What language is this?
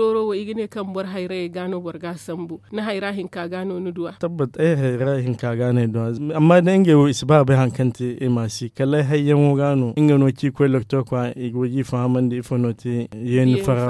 Zarma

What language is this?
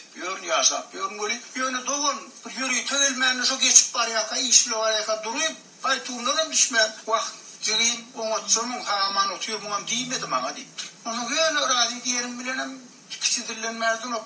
Turkmen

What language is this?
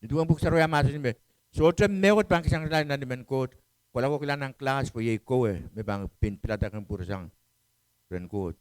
Pohnpeian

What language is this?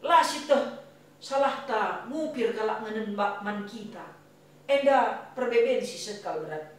Batak Karo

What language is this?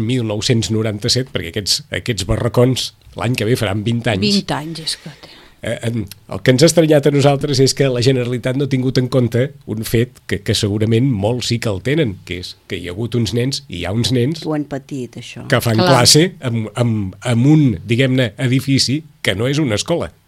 Catalan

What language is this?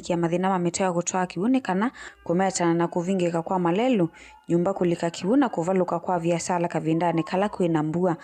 Kamba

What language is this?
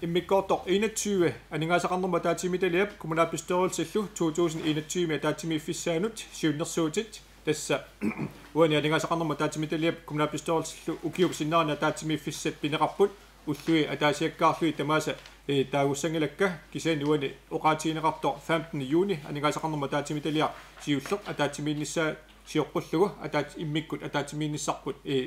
Kalaallisut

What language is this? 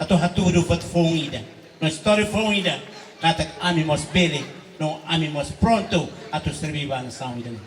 Tetum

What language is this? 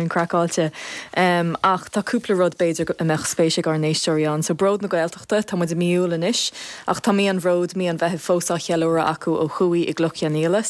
Irish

